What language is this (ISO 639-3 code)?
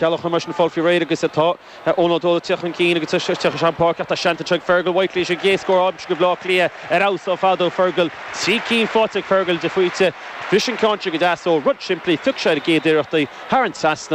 gle